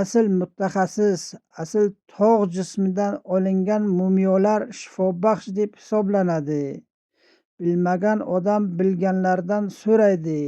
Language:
Uzbek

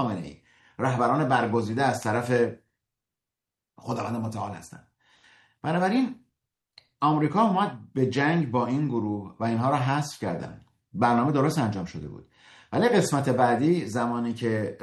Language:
Persian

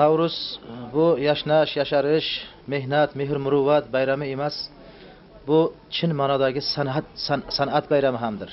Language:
Uzbek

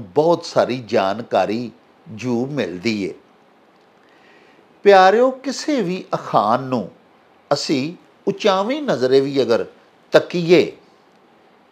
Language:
Punjabi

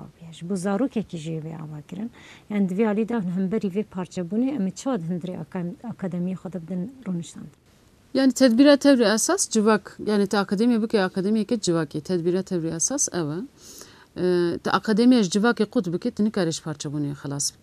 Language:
Kurdish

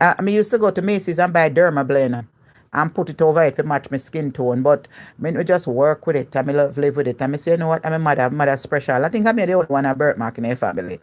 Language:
Jamaican Creole English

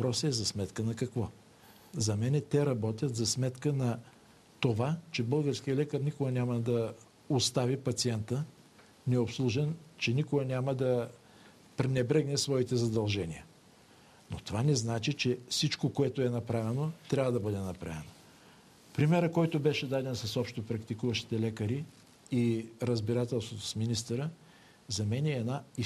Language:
Bulgarian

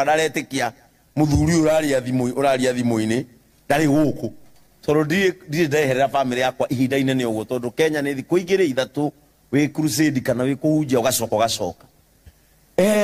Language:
Kikuyu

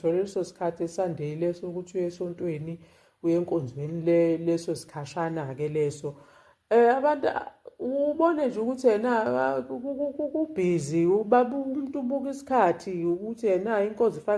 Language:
Zulu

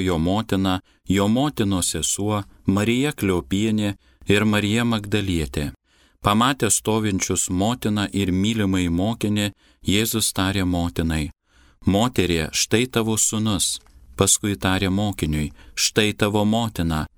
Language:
Lithuanian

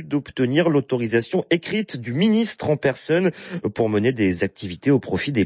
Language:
French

